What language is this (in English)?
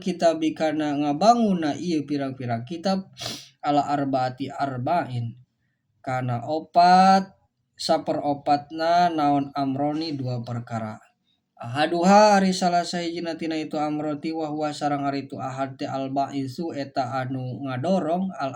Sundanese